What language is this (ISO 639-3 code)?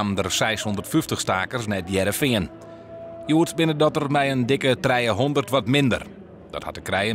fry